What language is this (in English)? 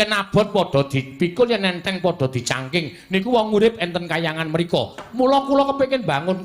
Javanese